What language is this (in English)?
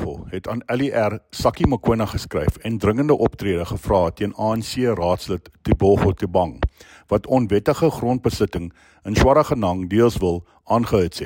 Afrikaans